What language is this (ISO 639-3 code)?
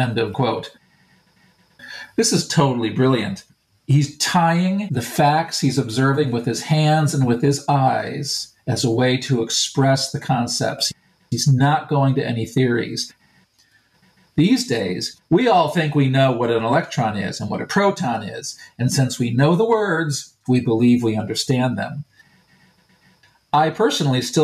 eng